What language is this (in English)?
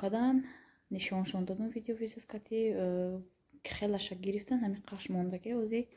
Tajik